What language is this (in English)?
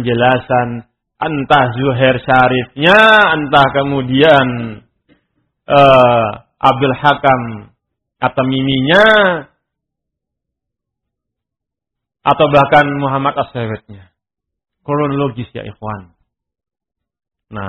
Indonesian